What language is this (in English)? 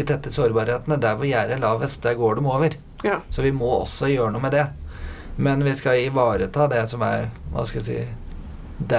Norwegian